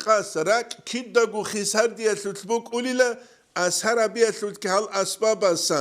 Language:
Avaric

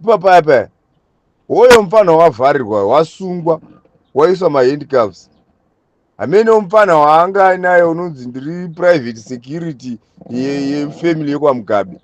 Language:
Shona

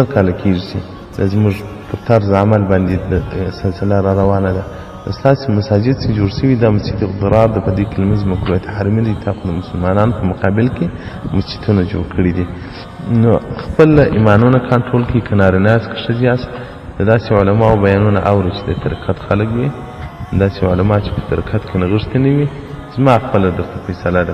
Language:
Pashto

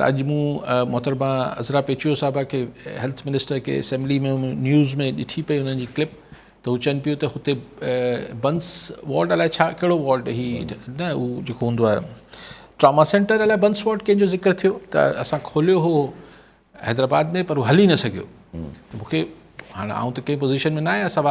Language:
Sindhi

